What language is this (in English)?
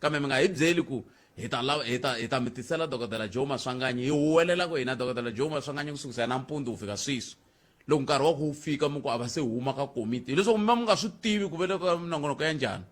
Tsonga